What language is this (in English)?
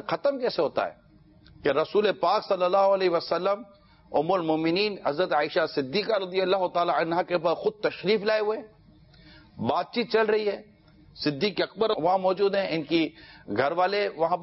Urdu